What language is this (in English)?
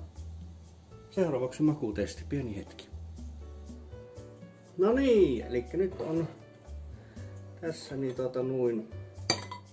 Finnish